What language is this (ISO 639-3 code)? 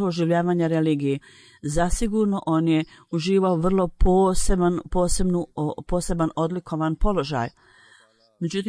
bos